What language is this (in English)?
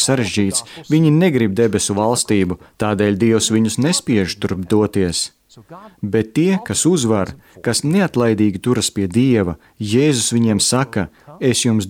Latvian